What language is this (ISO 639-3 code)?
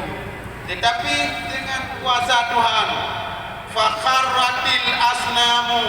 ace